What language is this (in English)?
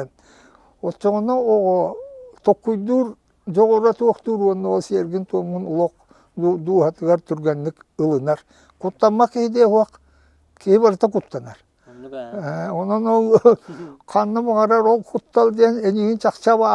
Yakut